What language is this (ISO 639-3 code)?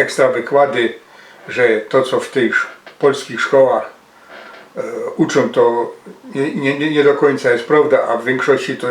szl